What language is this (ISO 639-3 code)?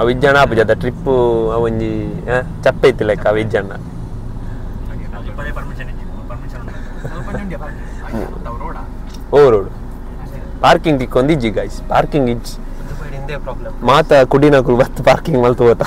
tcy